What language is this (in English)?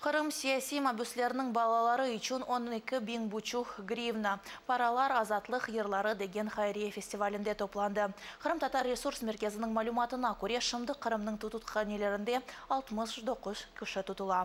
Crimean Tatar